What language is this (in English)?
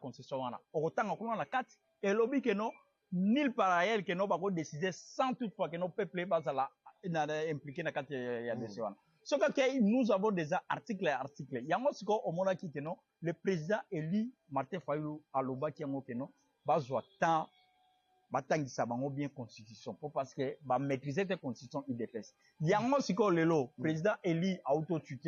Lingala